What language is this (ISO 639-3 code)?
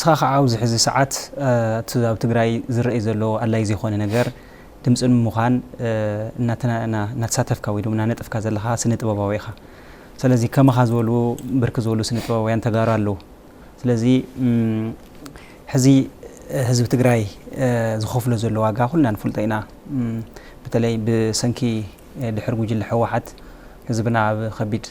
tir